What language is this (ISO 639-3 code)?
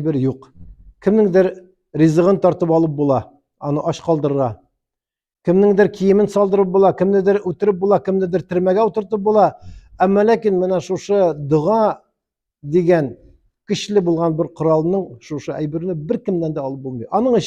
tat